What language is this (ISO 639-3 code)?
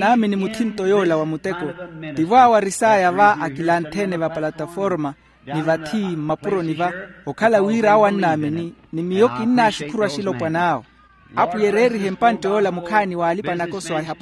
vmw